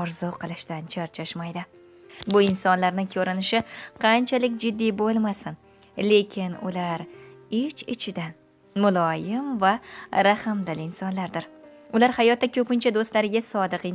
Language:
Uzbek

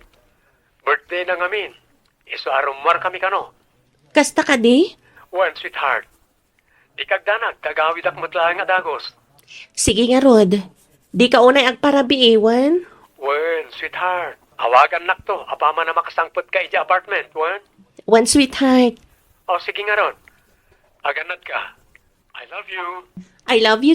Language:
Iloko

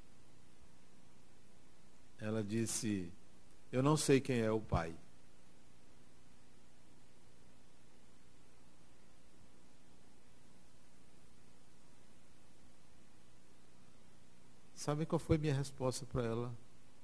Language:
Portuguese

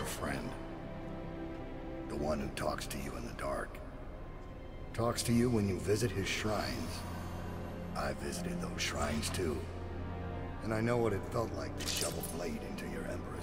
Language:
English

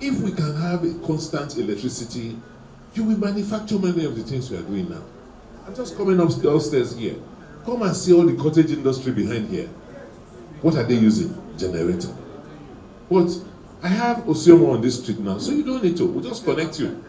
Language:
Nigerian Pidgin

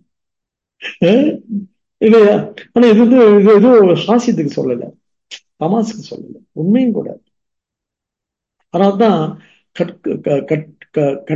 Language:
Tamil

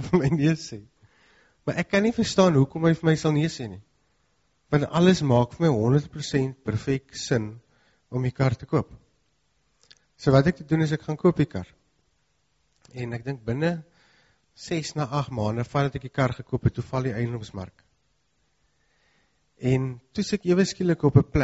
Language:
Afrikaans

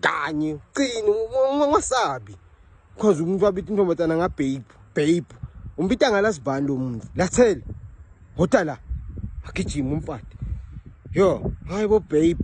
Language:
Zulu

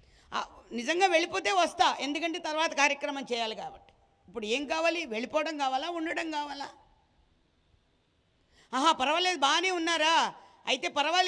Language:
Telugu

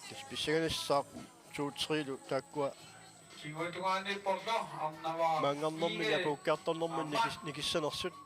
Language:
Kalaallisut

